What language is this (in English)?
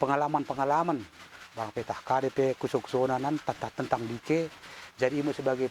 Batak Dairi